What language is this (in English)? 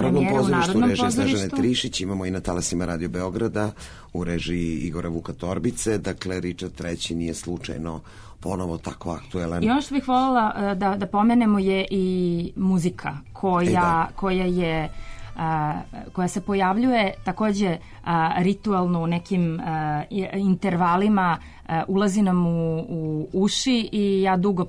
Serbian